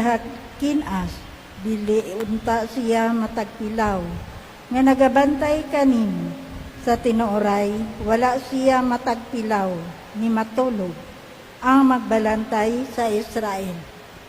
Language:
Cebuano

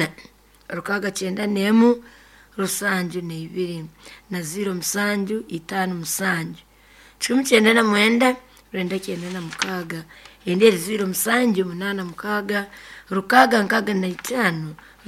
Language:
Nyoro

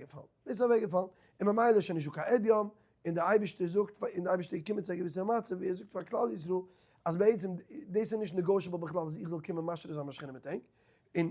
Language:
Yiddish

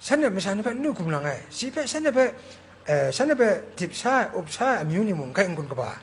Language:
Kachin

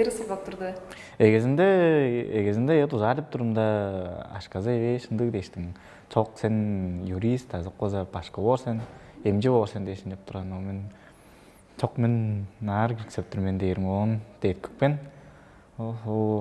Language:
Tuvinian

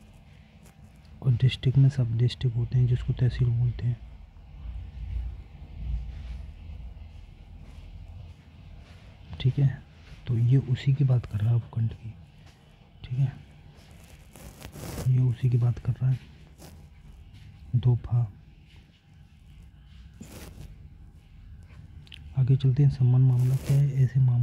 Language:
Hindi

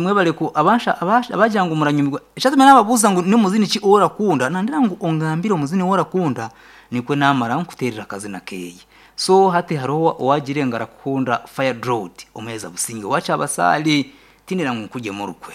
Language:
Nyankole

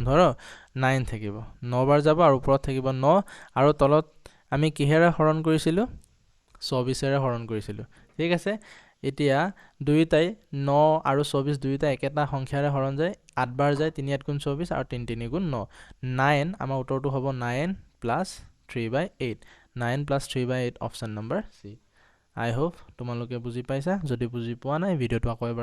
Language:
Assamese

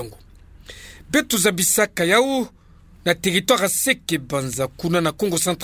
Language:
Kituba (Democratic Republic of Congo)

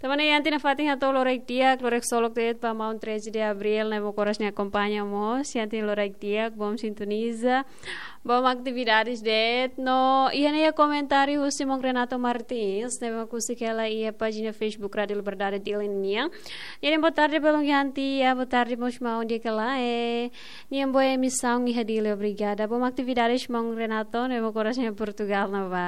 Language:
Tetum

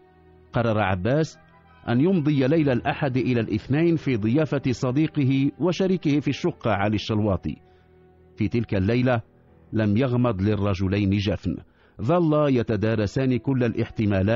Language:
Arabic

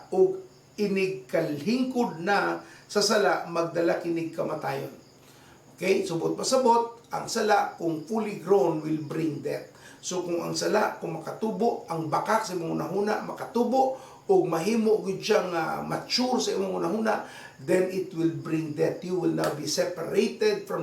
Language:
Cebuano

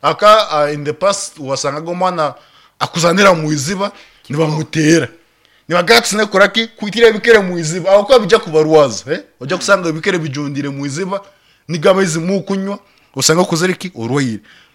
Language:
Nyankole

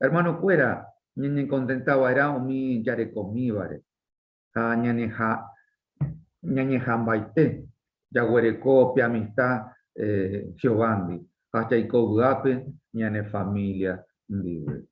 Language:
Guarani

